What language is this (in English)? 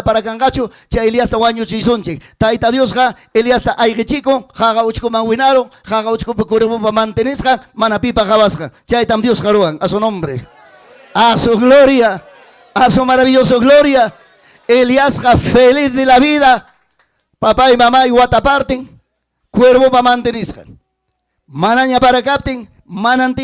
Ayacucho Quechua